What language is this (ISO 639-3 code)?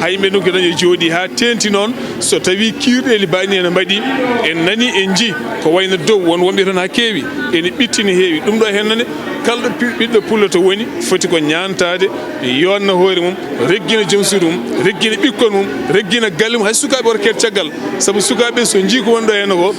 ful